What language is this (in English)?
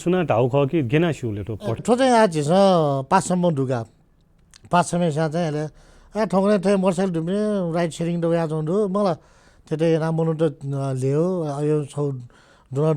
Newari